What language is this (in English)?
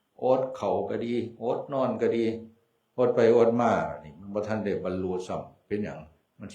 Northeastern Thai